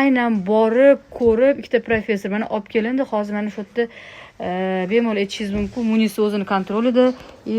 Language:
Uzbek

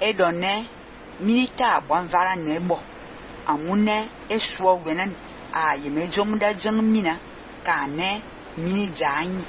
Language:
Fang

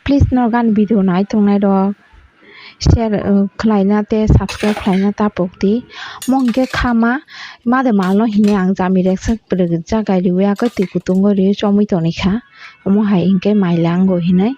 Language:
Kok Borok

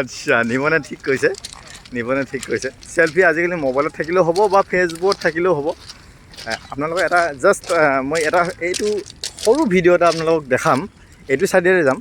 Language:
Assamese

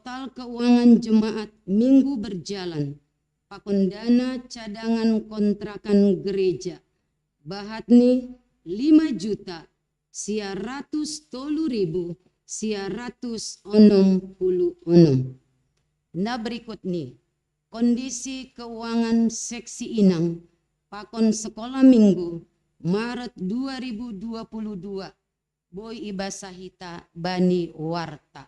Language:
Batak Simalungun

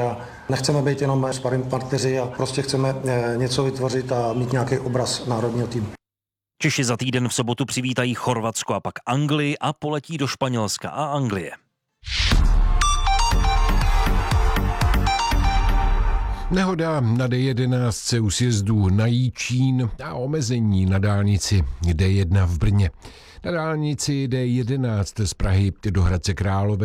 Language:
Czech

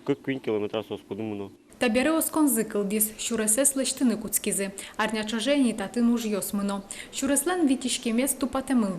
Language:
Udmurt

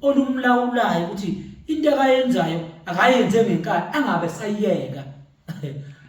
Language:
Zulu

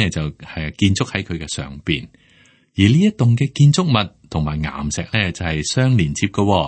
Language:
Cantonese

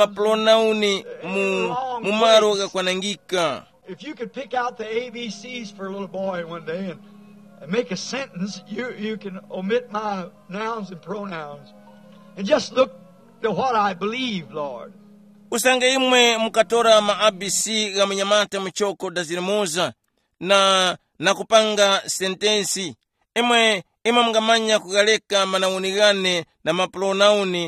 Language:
Tumbuka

